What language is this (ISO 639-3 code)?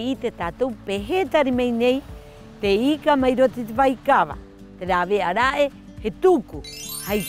rap